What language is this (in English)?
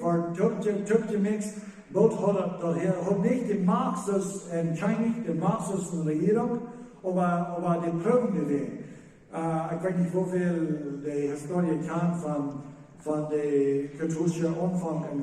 Plautdietsch